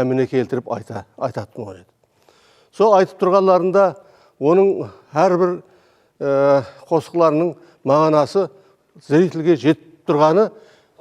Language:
Kara-Kalpak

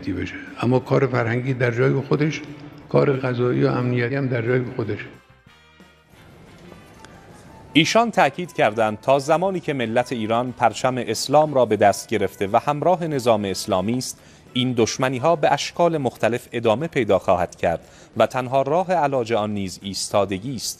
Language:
Persian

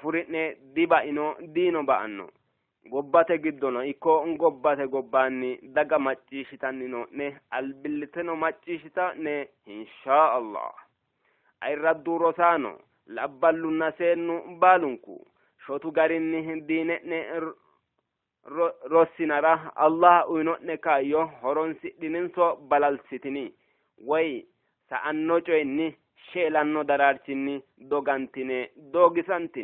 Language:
Sidamo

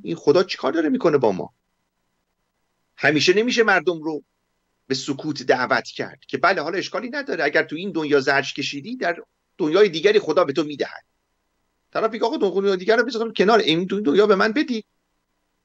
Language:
Persian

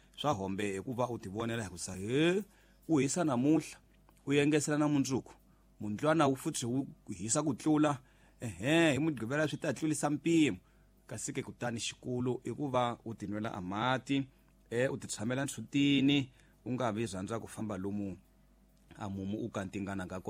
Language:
Tsonga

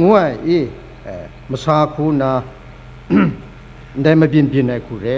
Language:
Kachin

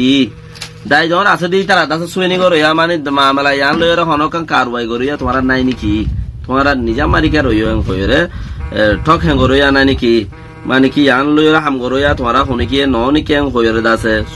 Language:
Rohingya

